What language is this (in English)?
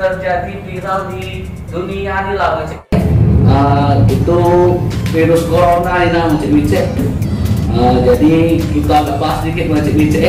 Musi